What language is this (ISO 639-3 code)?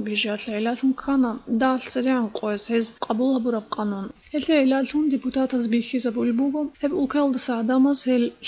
ava